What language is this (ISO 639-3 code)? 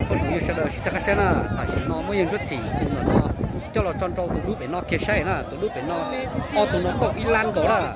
hmn